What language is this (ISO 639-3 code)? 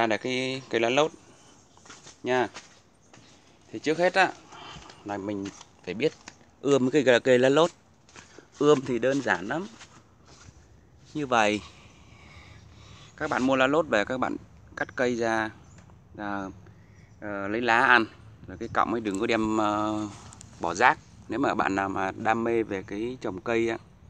vie